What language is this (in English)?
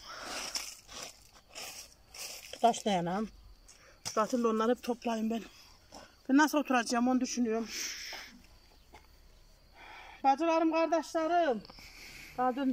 Turkish